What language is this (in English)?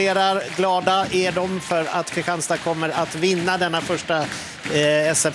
Swedish